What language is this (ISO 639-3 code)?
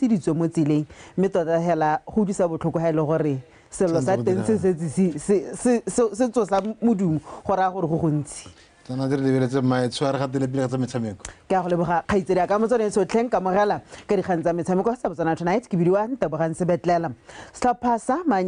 tsn